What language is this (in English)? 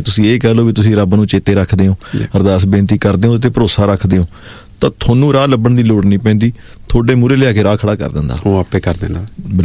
Punjabi